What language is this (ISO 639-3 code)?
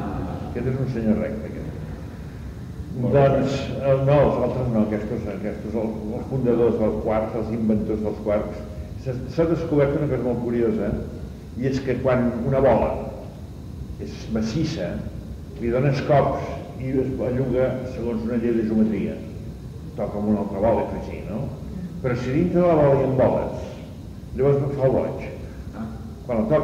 cat